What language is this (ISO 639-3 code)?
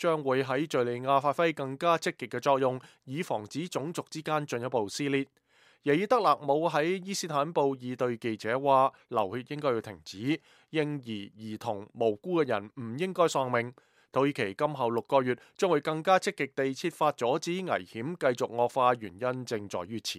yue